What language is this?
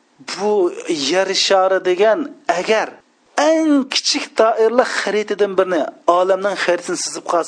Uyghur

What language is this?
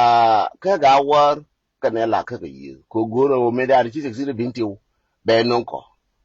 Nuer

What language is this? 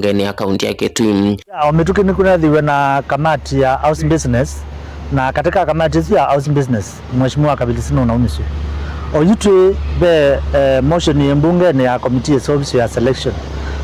Kamba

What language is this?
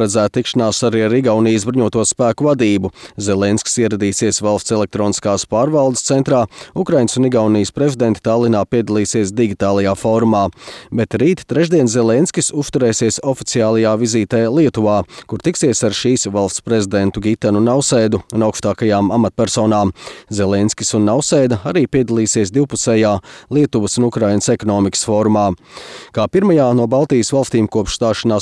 Latvian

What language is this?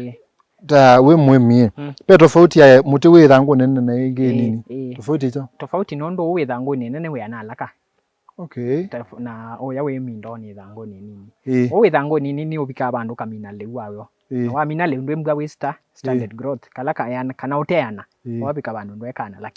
Kamba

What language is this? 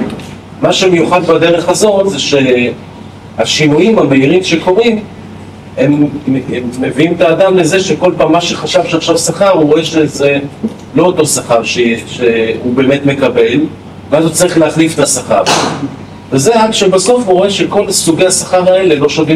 Hebrew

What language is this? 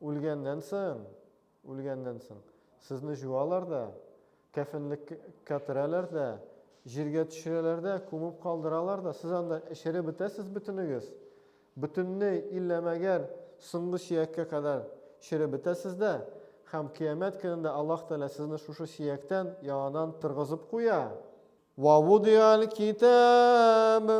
Tatar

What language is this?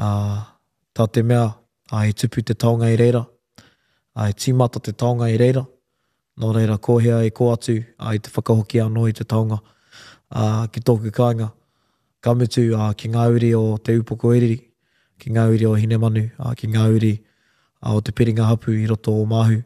Māori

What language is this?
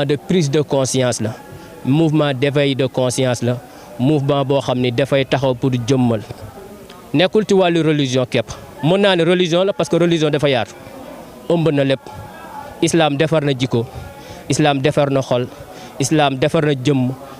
Wolof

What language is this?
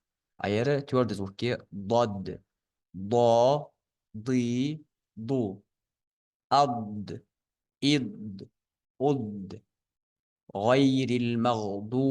Ingush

